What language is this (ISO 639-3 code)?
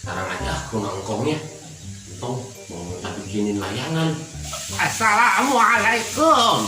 bew